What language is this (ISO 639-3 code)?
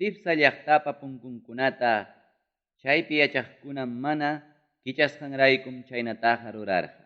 quy